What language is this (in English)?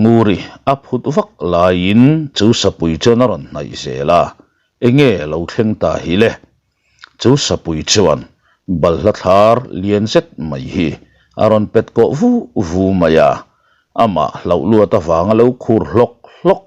Mizo